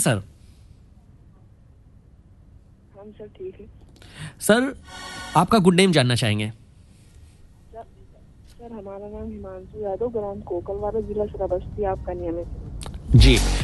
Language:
Hindi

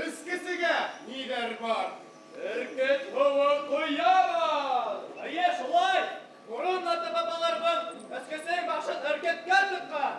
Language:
Bashkir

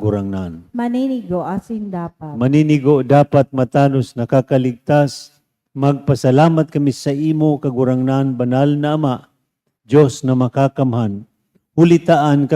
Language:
Bikol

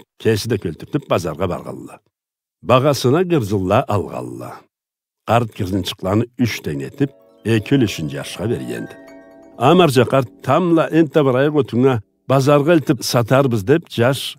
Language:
Karachay-Balkar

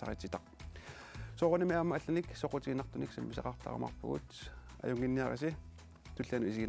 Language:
Kalaallisut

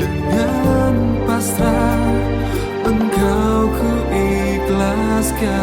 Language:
Betawi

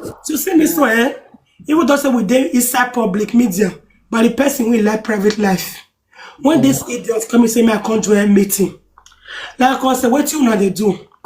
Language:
Nigerian Pidgin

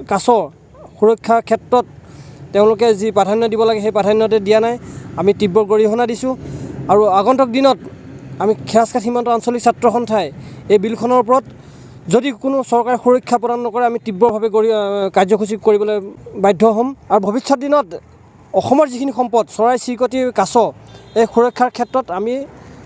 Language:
Assamese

